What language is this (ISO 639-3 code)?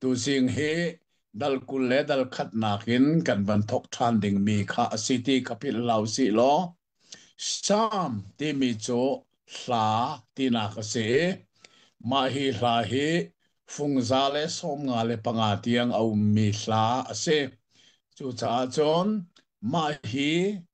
cnh